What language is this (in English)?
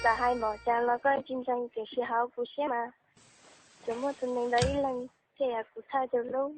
Hmong